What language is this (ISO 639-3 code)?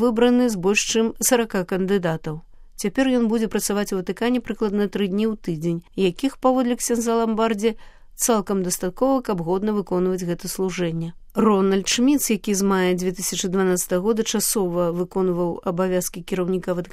bel